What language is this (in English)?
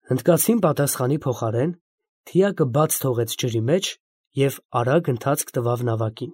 Armenian